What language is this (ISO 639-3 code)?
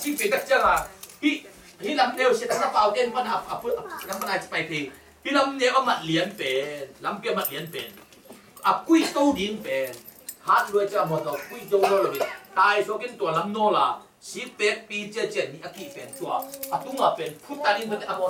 ctd